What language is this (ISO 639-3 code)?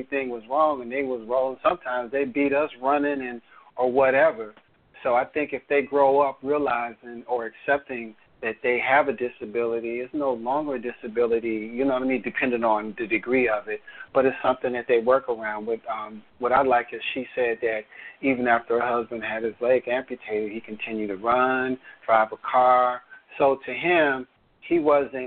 eng